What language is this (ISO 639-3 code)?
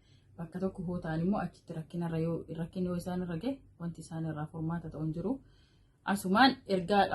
orm